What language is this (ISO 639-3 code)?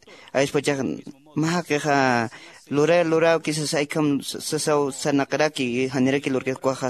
aym